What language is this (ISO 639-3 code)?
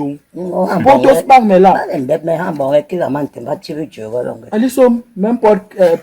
bas